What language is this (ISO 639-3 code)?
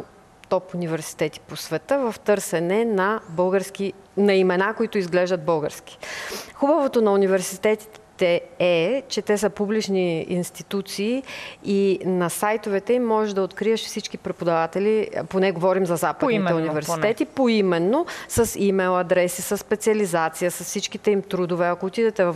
bul